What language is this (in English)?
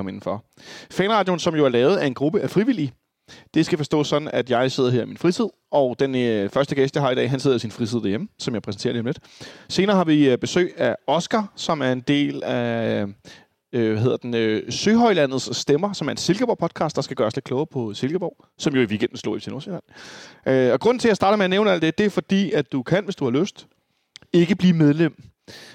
Danish